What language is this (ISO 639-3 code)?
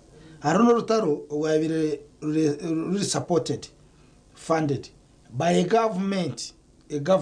nyn